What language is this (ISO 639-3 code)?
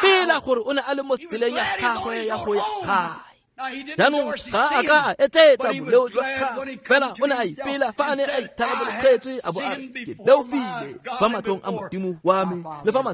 tsn